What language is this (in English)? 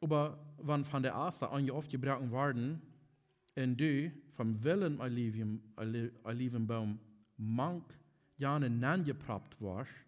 Plautdietsch